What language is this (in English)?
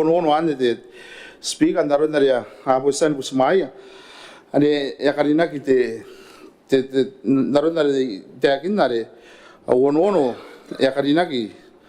Gilbertese